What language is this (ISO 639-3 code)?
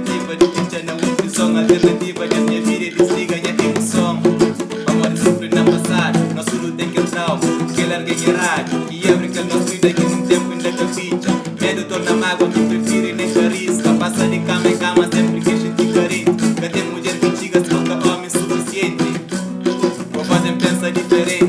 kea